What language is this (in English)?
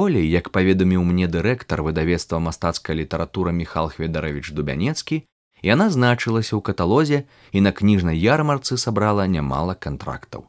Belarusian